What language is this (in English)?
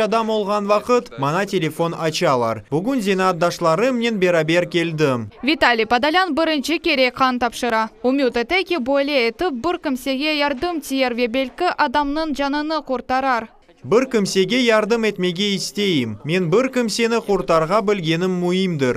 Crimean Tatar